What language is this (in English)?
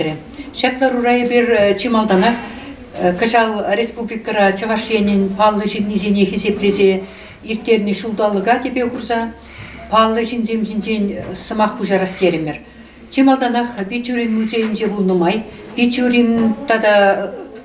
Chuvash